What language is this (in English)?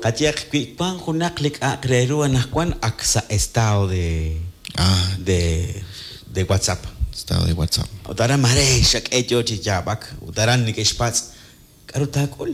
Kekchí